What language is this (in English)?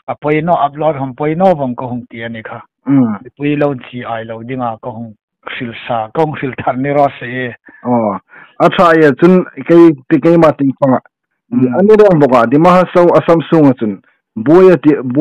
Hmar